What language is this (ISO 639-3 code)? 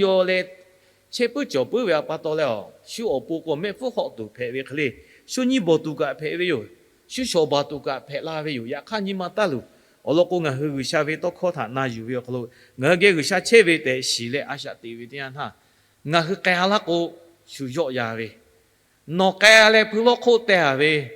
lhu